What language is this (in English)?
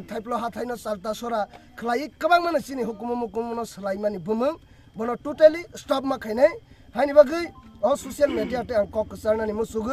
Kok Borok